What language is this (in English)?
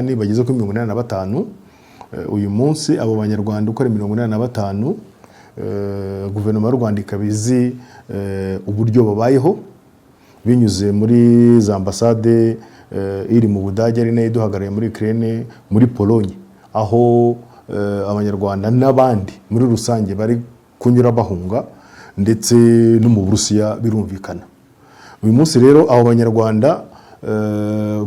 Kinyarwanda